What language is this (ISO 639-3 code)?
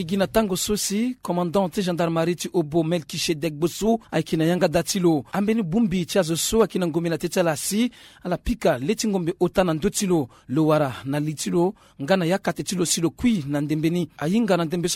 sag